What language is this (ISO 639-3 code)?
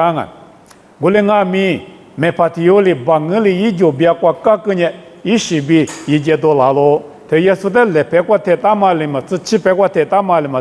lis